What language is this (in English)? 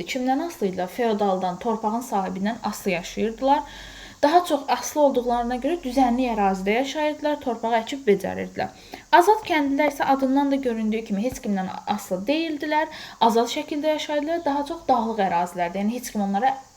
Azerbaijani